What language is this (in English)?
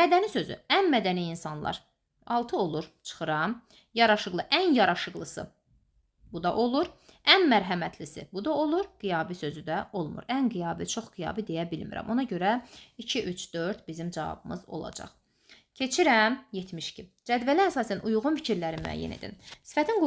Azerbaijani